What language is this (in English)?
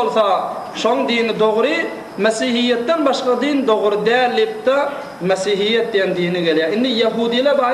Turkmen